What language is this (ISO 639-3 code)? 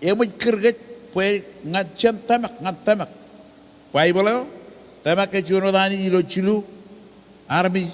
mah